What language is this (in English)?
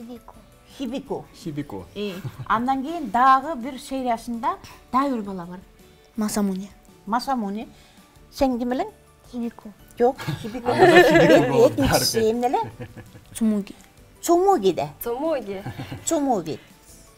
Kyrgyz